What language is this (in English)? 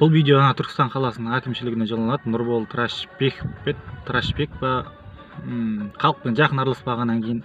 Kazakh